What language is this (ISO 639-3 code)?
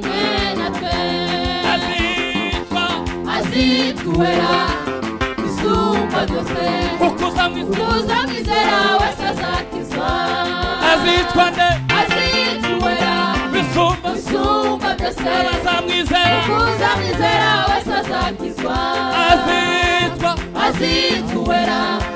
kin